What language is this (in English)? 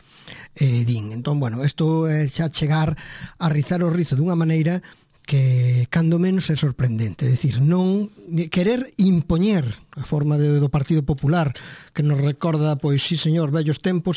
Galician